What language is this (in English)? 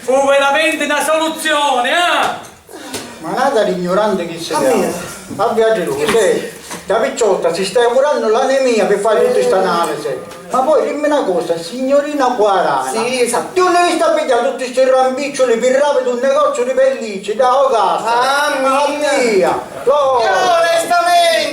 Sicilian